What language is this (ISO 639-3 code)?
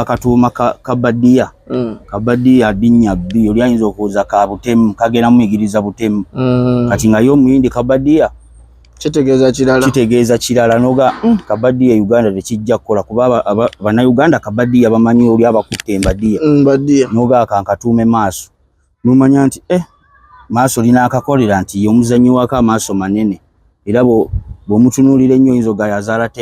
lug